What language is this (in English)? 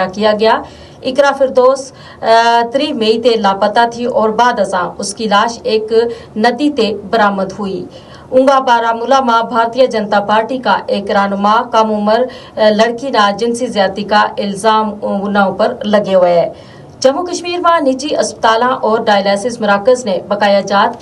Gujari